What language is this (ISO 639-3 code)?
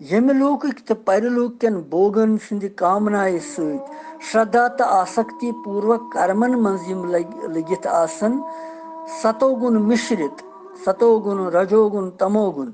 kas